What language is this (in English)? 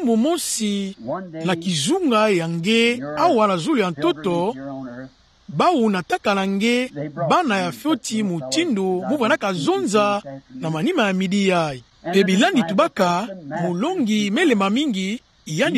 Kituba (Democratic Republic of Congo)